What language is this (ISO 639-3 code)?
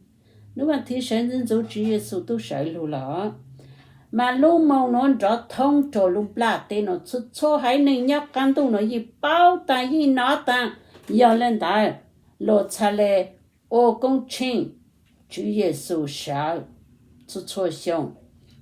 hmn